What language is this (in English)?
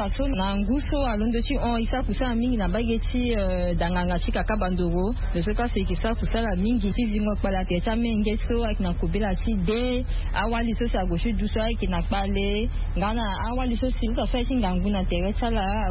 Sango